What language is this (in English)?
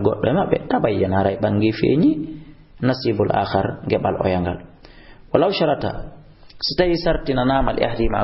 Fula